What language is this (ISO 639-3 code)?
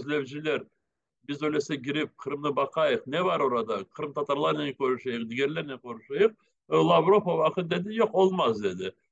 crh